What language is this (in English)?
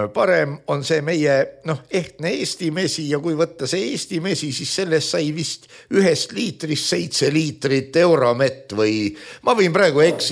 Estonian